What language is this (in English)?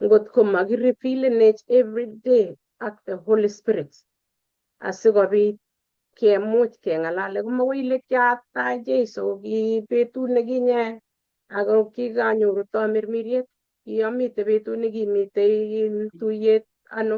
Kalenjin